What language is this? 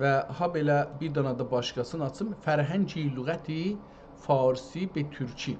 South Azerbaijani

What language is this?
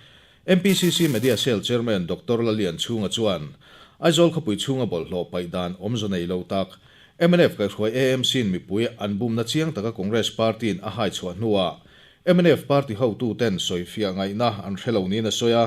Mizo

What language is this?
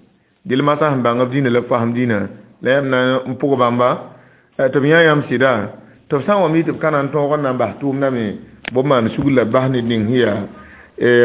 Mossi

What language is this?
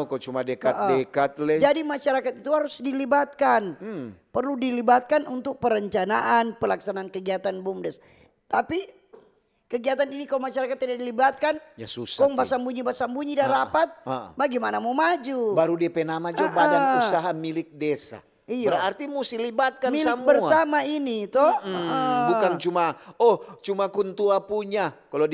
Manado Malay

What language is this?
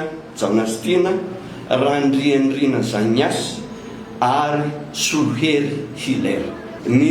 Malagasy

